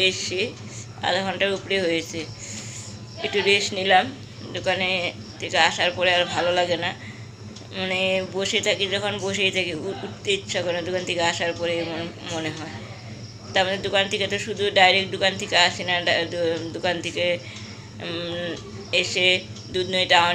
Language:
Bangla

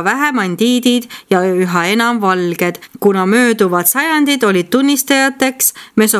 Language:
Estonian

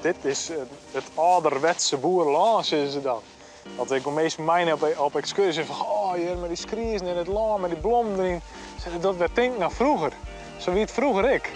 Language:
Western Frisian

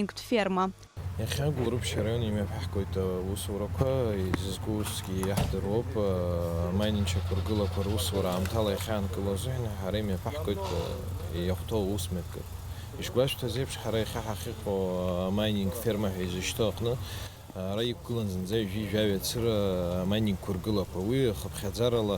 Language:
Abkhazian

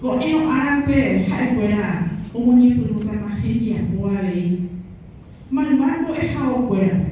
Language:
Guarani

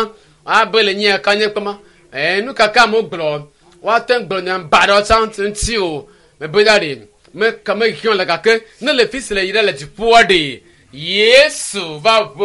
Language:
Ewe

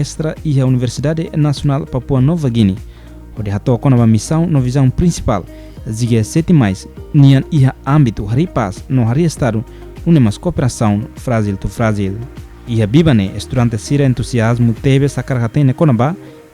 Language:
Tetum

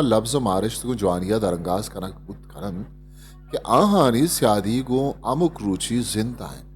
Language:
Eastern Balochi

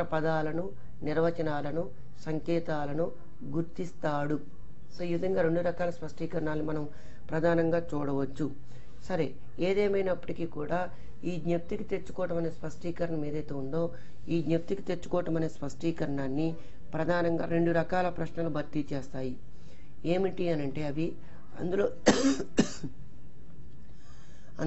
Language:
Telugu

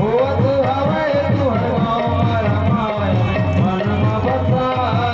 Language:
Chhattisgarhi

